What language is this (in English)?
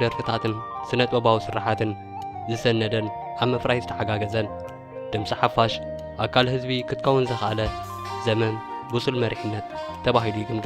Tigrinya